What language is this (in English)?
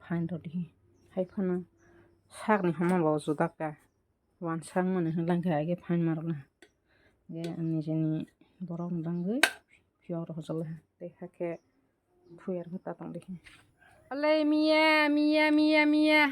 Kok Borok